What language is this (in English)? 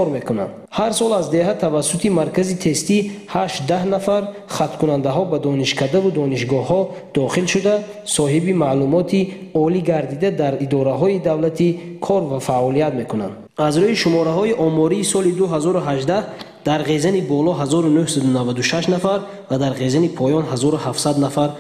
Tajik